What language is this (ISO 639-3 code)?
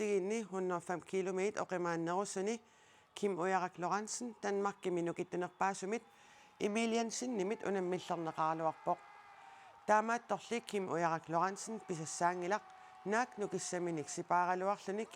kal